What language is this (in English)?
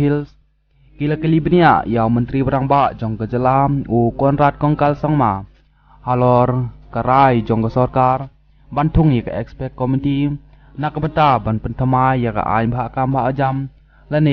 Khasi